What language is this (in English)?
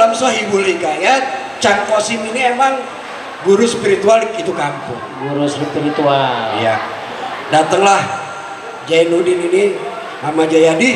Betawi